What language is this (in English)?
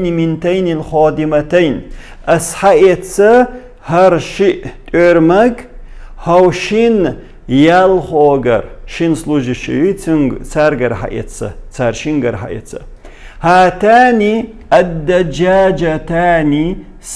Chechen